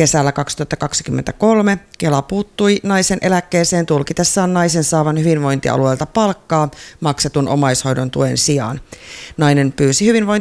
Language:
Finnish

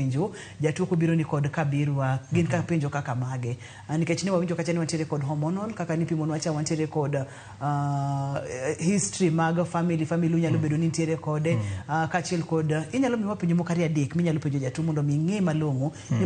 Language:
Luo (Kenya and Tanzania)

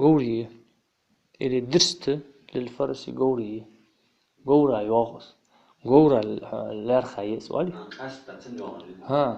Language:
Ingush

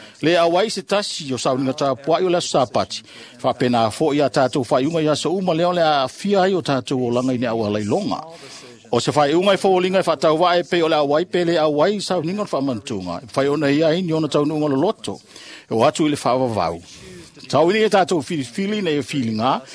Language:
Samoan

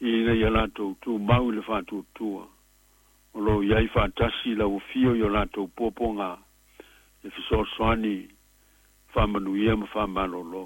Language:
Samoan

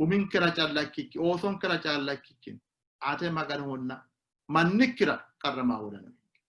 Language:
Sidamo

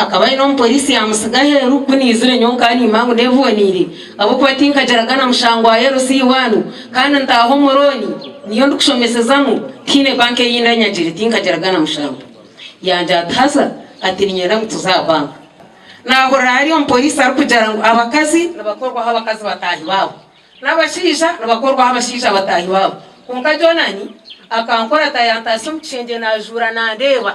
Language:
Nyankole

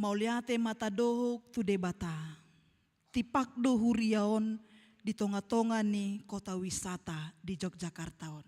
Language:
Batak Toba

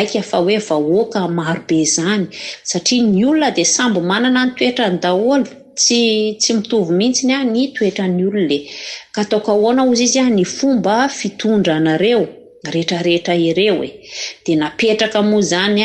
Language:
Malagasy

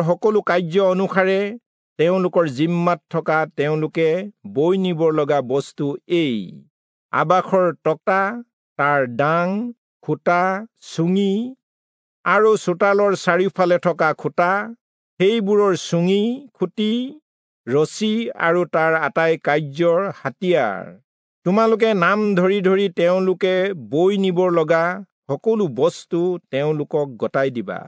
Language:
Assamese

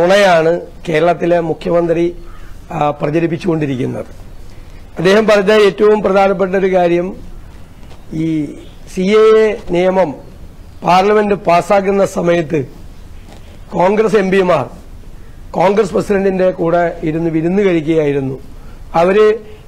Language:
Malayalam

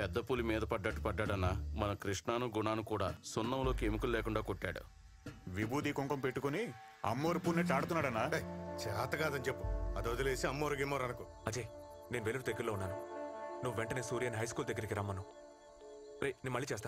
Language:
Telugu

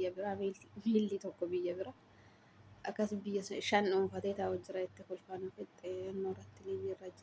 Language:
Oromo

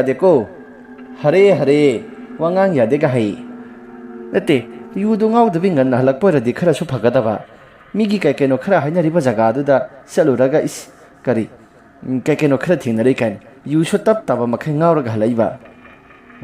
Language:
Manipuri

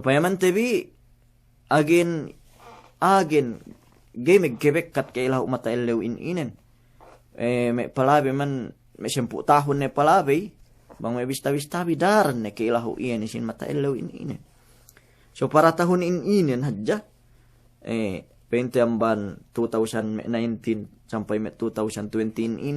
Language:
Yakan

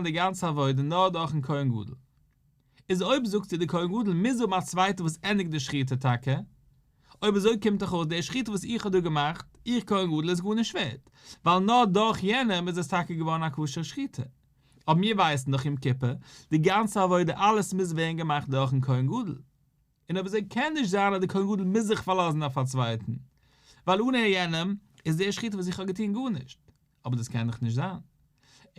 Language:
Yiddish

